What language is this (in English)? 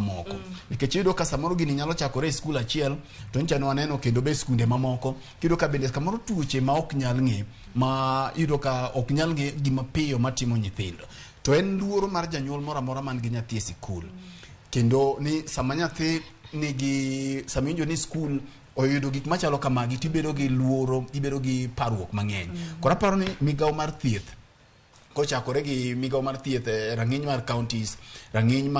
Luo (Kenya and Tanzania)